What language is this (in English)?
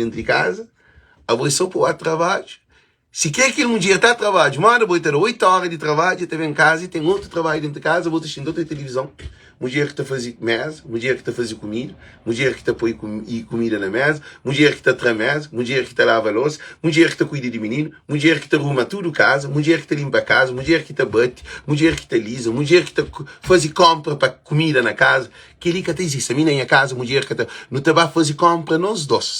Kabuverdianu